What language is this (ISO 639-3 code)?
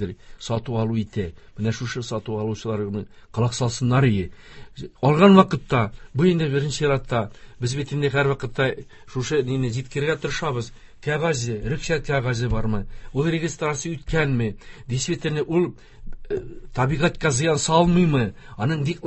tat